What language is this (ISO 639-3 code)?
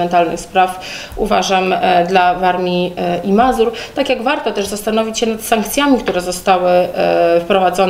pol